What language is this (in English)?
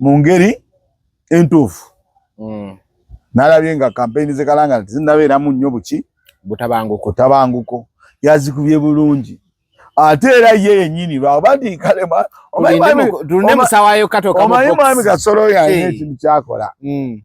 Ganda